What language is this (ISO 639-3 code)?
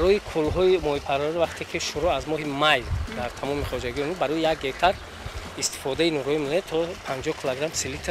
tgk